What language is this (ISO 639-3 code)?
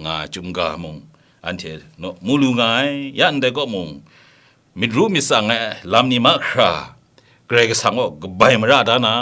kac